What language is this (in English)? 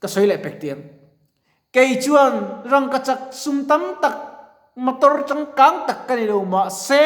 Mizo